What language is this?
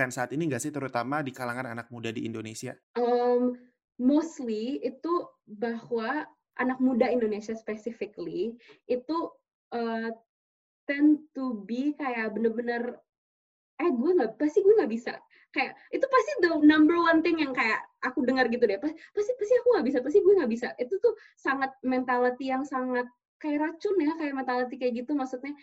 Indonesian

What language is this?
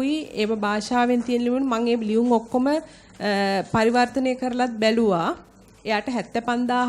Sinhala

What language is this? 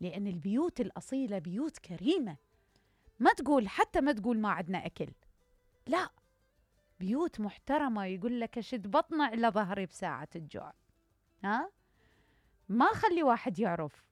Mesopotamian Arabic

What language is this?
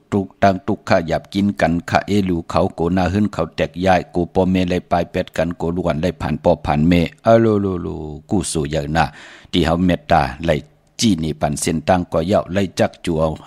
Shan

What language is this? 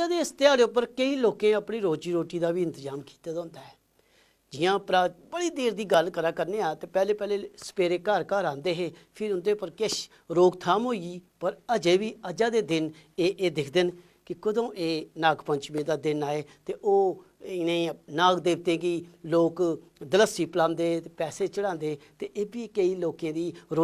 Dogri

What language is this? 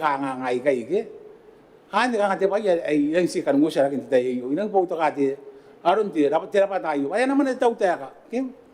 Gilbertese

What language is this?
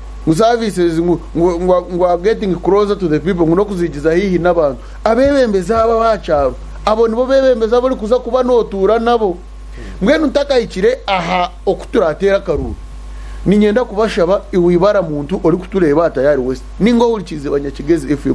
Nyankole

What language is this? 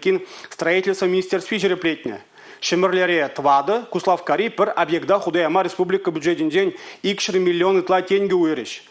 Chuvash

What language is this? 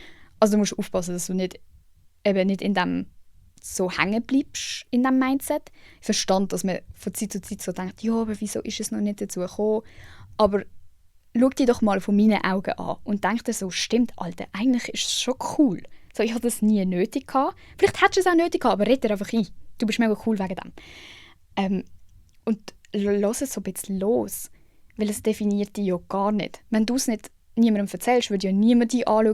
Swiss German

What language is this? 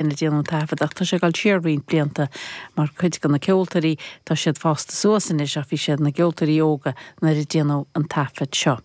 Irish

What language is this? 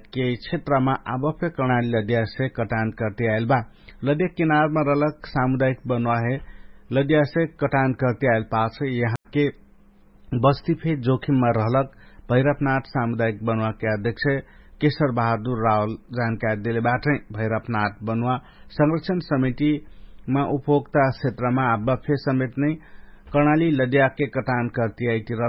Dangaura Tharu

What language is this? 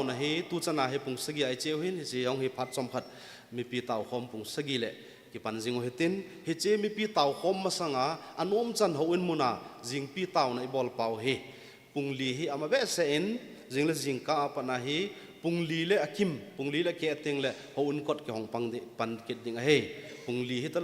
Thado Chin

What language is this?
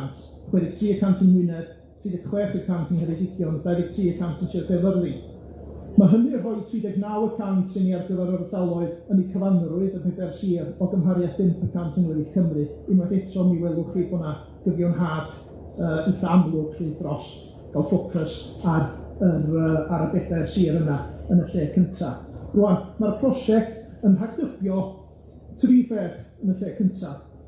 Welsh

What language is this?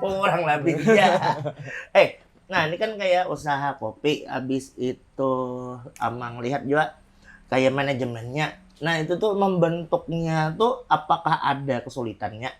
Banjar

